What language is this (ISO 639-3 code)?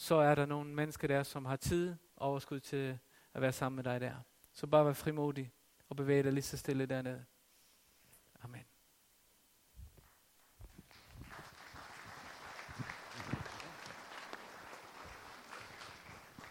dan